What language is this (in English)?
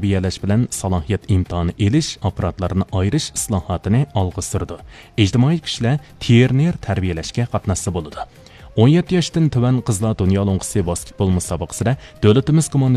Uyghur